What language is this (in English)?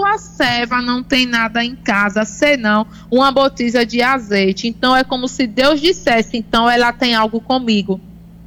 Portuguese